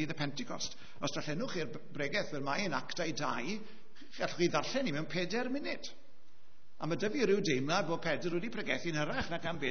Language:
Welsh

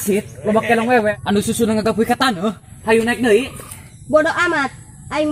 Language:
Sundanese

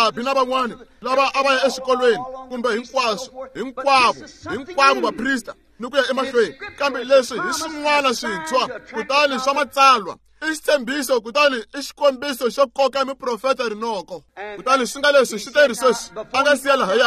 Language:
Tsonga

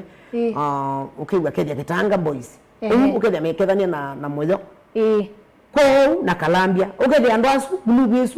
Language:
Kamba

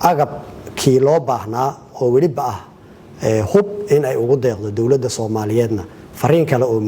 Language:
Somali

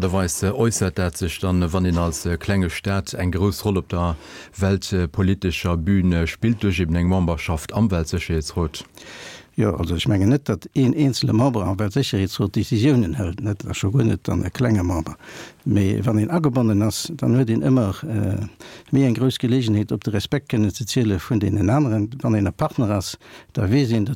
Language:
Luxembourgish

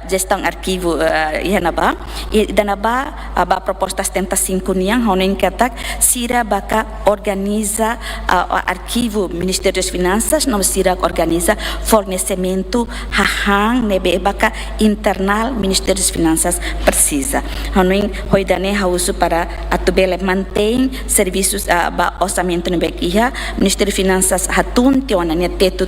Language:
Tetum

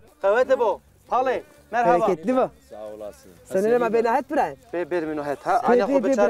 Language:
Zaza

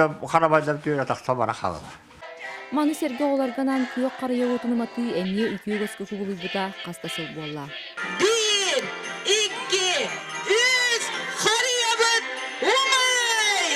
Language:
Yakut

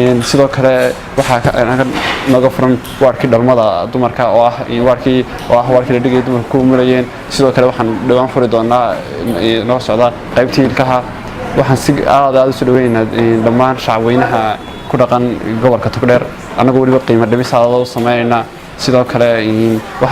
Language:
Somali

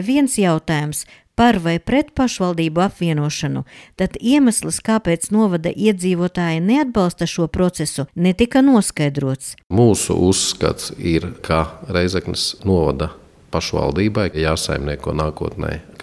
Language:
Latvian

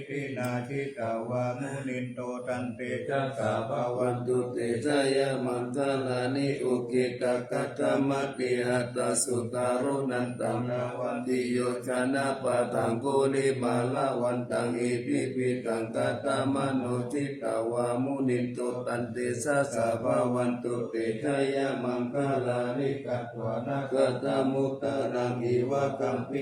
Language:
Pali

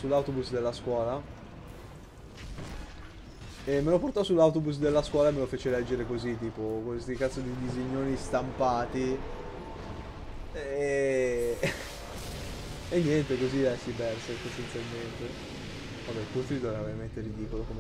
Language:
Italian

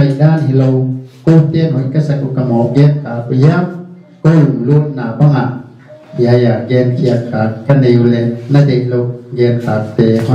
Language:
Paite Chin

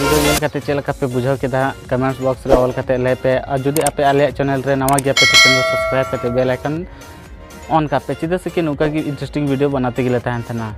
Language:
Santali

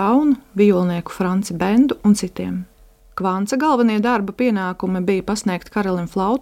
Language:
Latvian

